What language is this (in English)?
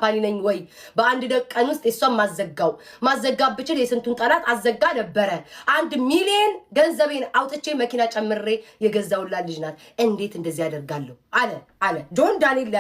Amharic